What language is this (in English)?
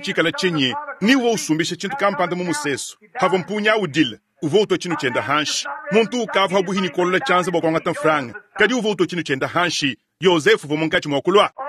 Luba-Lulua